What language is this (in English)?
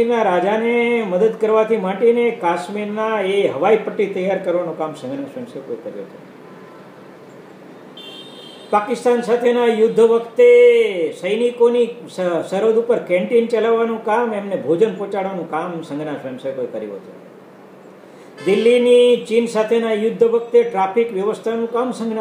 Gujarati